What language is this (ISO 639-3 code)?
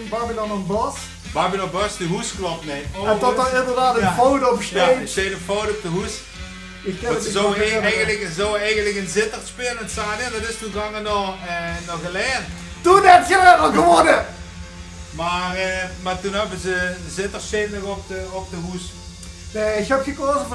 lim